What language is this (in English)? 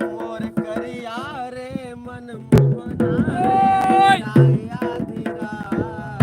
Chhattisgarhi